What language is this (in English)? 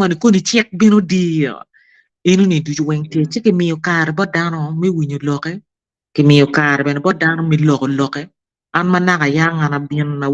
Acoli